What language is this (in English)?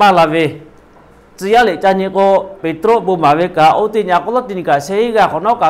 Lahu